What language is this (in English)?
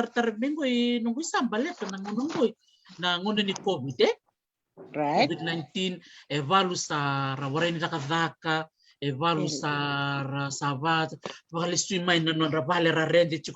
Fijian